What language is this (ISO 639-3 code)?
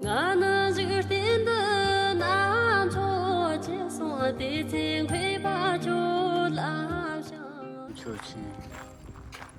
bod